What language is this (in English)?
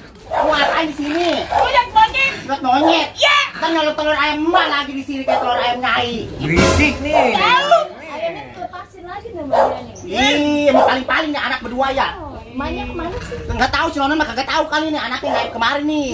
Betawi